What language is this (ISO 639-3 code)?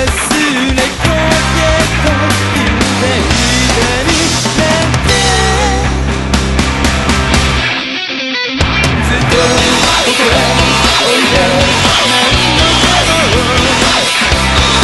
jpn